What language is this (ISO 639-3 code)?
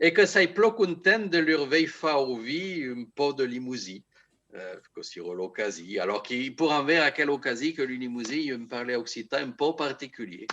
oci